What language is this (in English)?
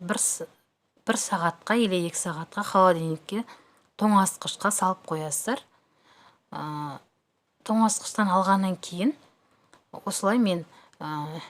Kazakh